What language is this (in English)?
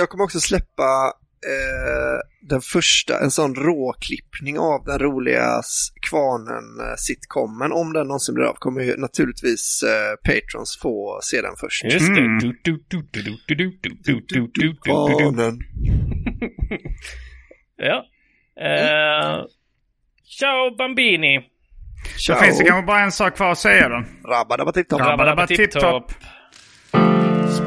Swedish